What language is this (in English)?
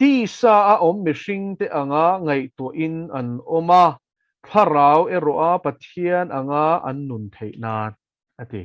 Mizo